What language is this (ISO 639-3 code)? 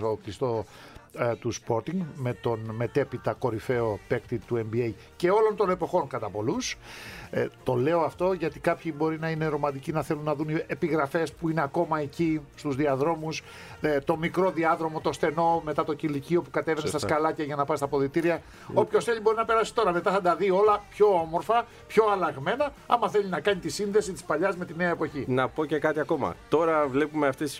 ell